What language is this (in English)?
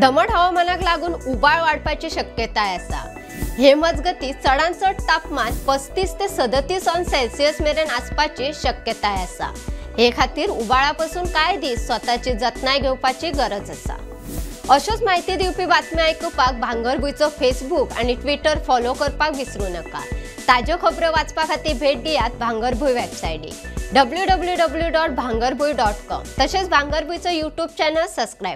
Konkani